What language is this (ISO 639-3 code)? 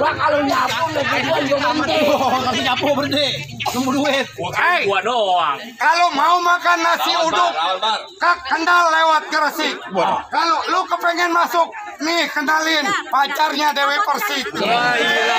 bew